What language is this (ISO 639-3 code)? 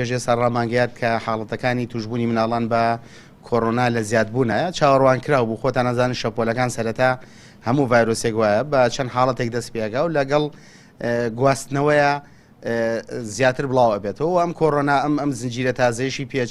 ckb